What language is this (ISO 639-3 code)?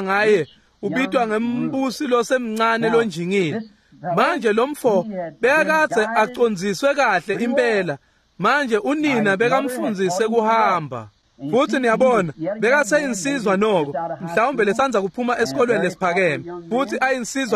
ssw